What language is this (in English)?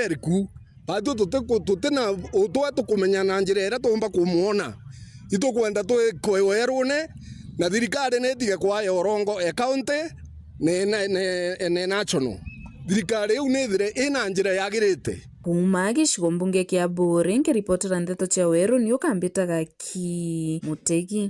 Meru